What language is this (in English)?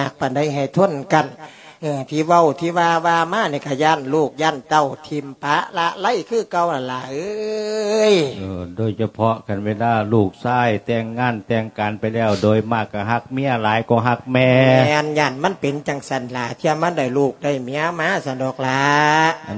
Lao